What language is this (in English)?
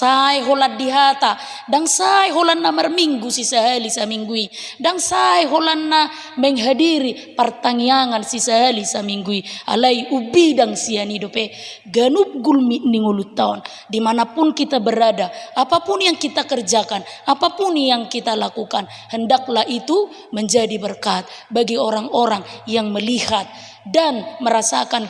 Batak Toba